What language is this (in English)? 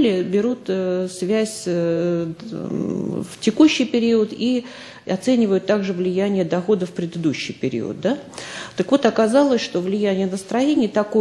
Russian